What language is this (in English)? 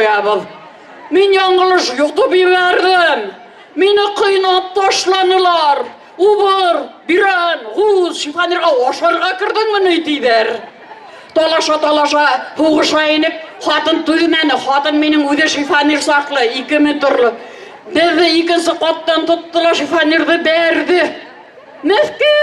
Bashkir